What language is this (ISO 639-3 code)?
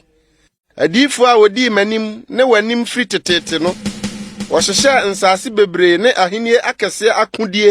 aka